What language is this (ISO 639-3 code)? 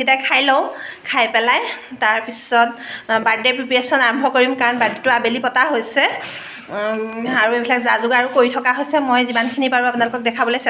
asm